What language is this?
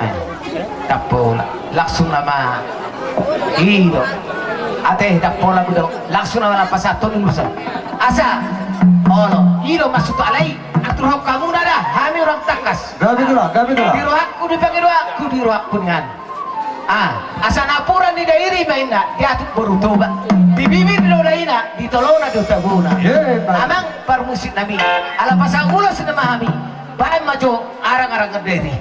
Batak Toba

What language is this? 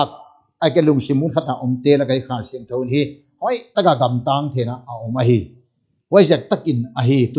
Paite Chin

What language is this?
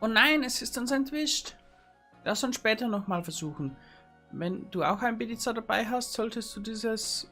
Bavarian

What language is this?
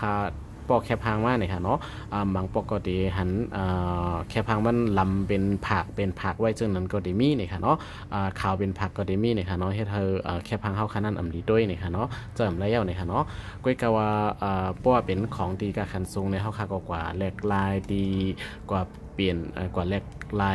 Shan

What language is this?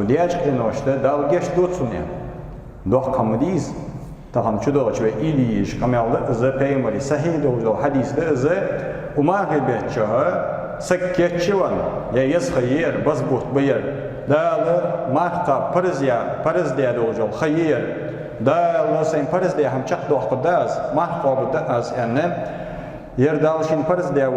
Ingush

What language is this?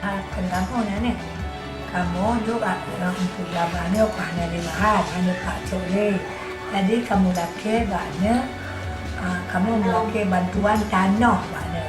Achinese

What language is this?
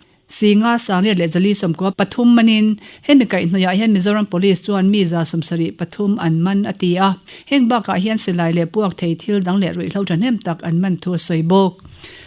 Mizo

